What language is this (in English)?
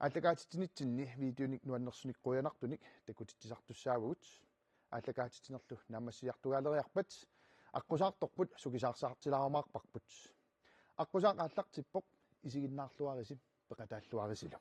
Kalaallisut